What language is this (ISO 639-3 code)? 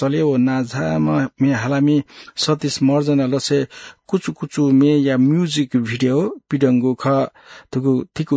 new